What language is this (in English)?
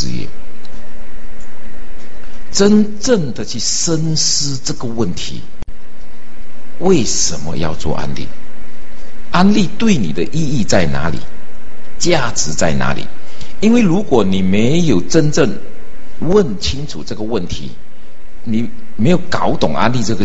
Chinese